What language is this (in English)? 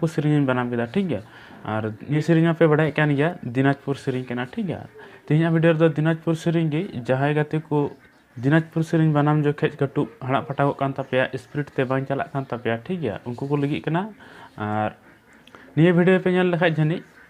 Santali